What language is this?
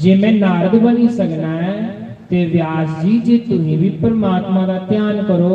Dogri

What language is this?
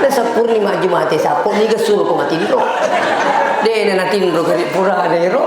Buginese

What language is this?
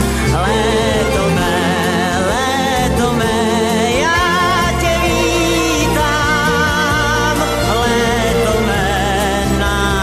Czech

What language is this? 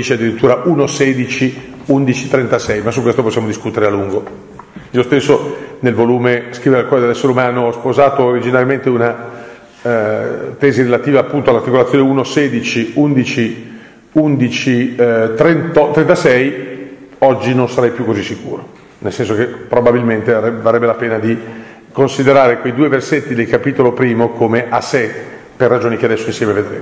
Italian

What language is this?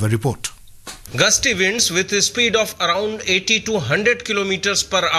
Malayalam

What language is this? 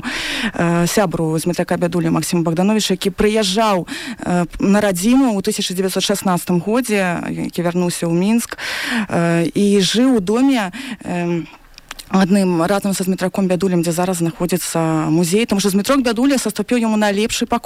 Belarusian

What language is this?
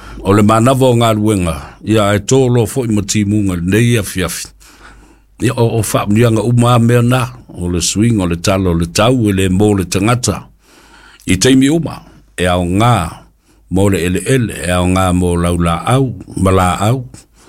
Samoan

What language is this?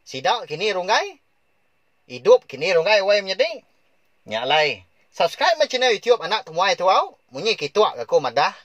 Iban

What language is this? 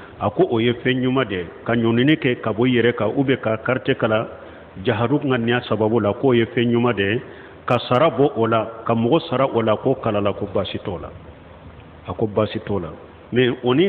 Bambara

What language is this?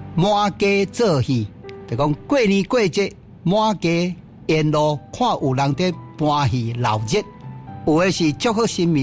Min Nan Chinese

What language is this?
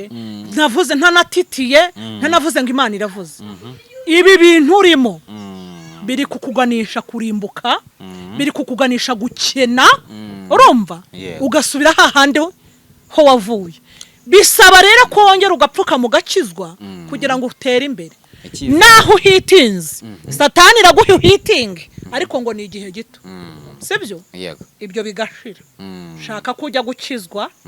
Kinyarwanda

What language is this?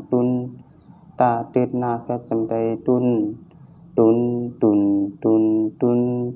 Shan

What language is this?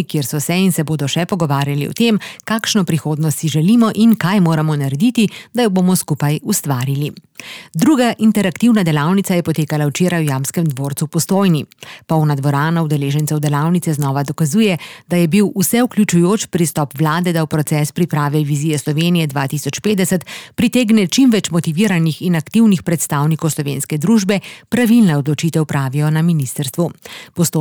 Slovenian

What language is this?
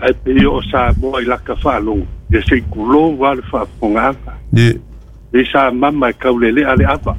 Samoan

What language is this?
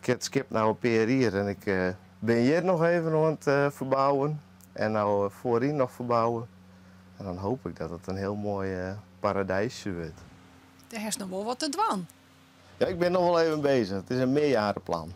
Western Frisian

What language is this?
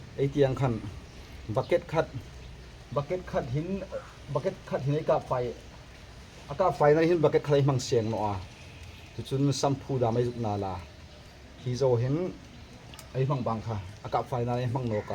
Hmar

